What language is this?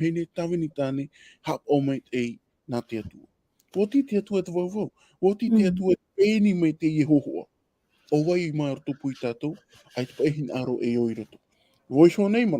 Tahitian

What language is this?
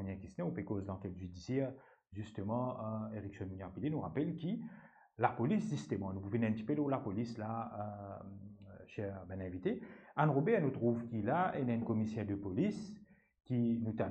Morisyen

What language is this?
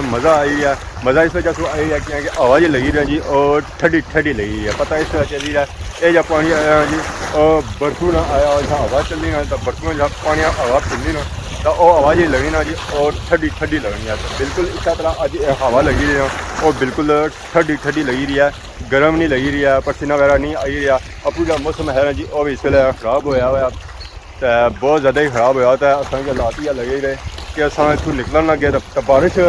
Pahari-Potwari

